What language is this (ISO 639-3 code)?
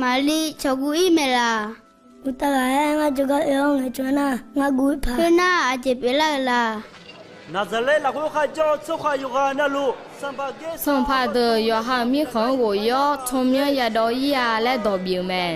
ahk